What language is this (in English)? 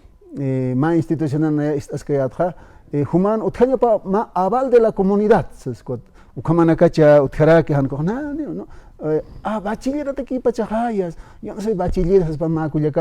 Aymara